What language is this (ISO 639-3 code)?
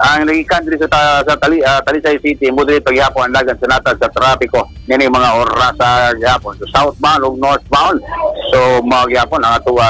ceb